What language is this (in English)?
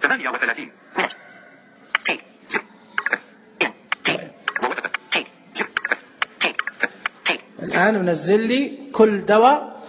Najdi Arabic